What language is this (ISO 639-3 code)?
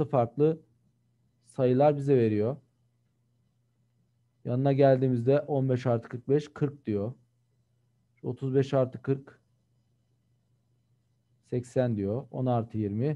tur